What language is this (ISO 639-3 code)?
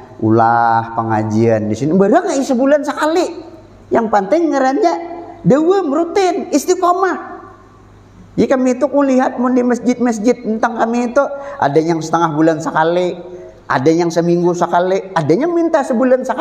bjn